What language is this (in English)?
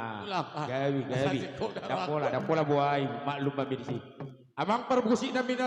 Batak Toba